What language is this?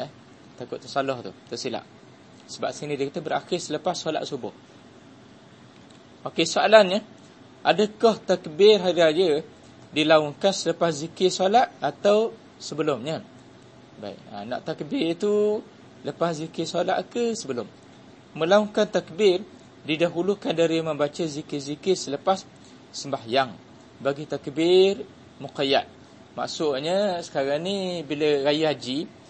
Malay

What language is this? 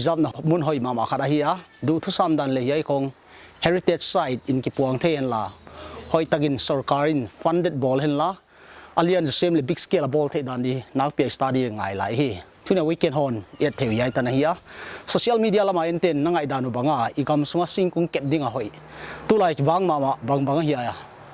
Paite Chin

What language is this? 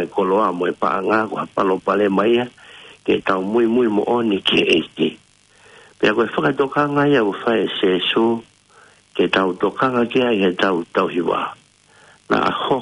Tongan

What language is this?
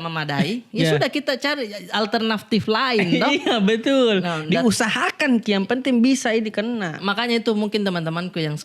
Makassar Malay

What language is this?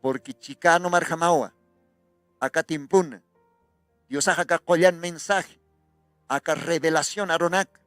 Aymara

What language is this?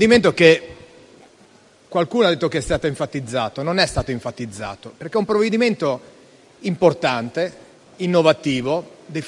Italian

